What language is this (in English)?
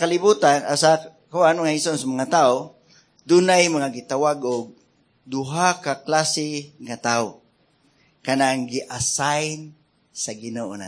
Cebuano